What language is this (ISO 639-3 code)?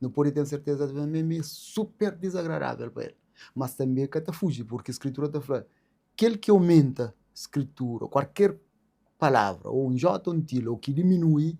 kea